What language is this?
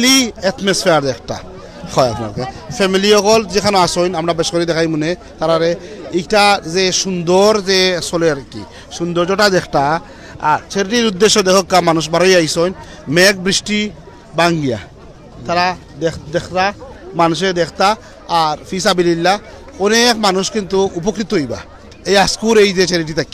Sylheti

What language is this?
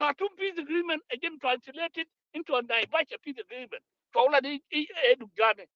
Nuer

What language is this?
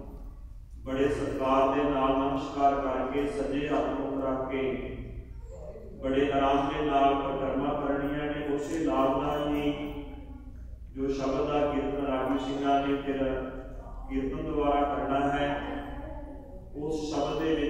Punjabi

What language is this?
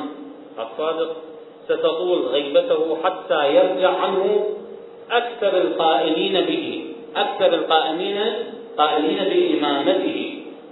Arabic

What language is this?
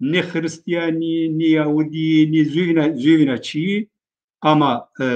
Zaza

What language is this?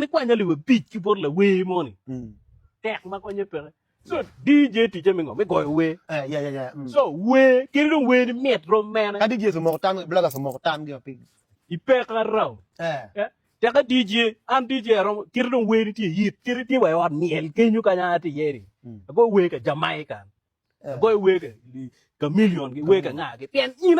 Acoli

